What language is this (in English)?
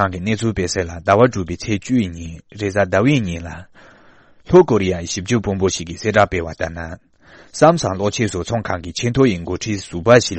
Tibetan